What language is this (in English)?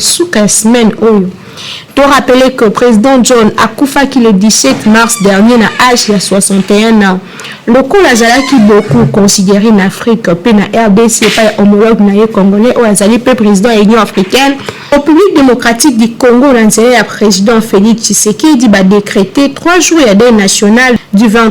Lingala